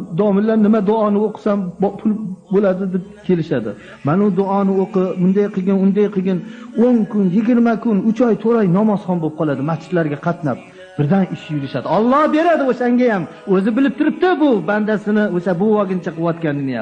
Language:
Uzbek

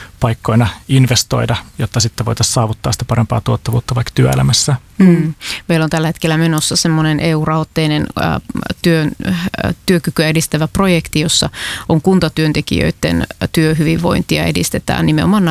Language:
Finnish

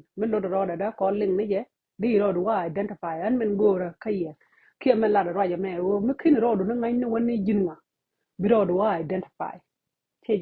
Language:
Nuer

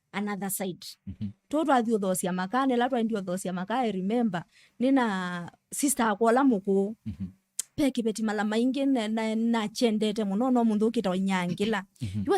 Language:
Kamba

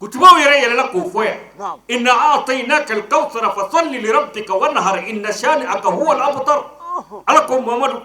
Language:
Bambara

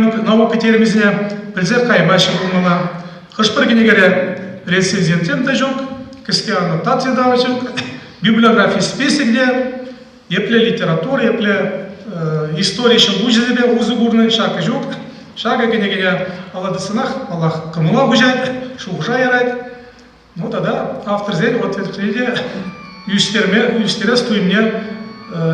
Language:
Chuvash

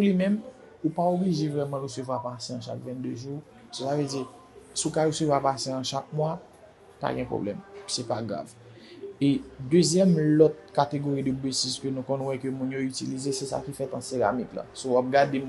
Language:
Haitian Creole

